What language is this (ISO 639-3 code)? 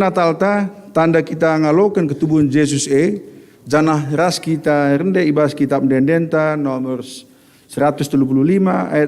btx